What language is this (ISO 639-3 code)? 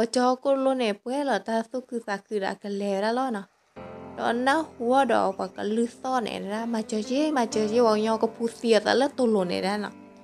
ksw